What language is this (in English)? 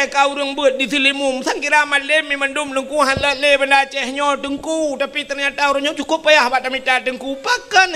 Achinese